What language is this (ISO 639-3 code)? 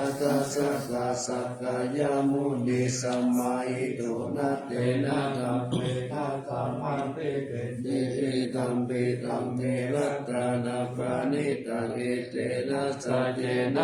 pli